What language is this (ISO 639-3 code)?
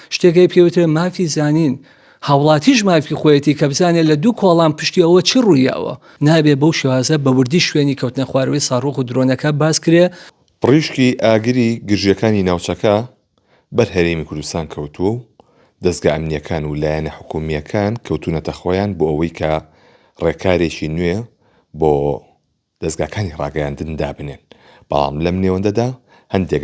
ckb